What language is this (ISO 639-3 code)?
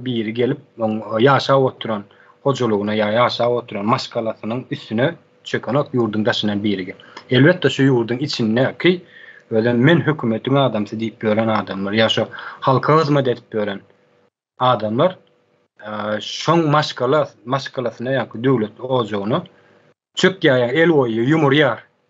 tuk